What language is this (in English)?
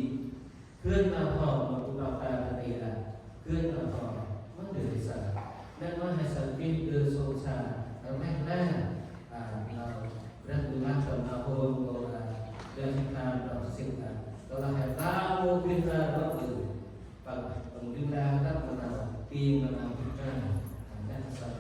Central Mnong